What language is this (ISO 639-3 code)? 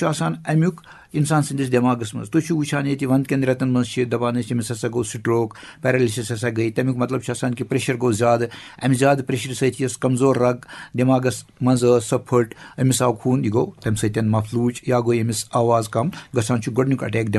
kas